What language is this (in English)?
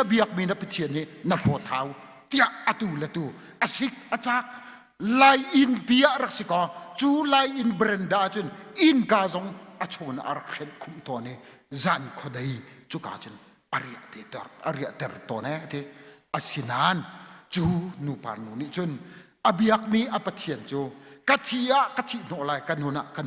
Hakha Chin